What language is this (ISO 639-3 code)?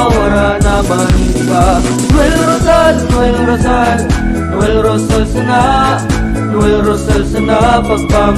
bik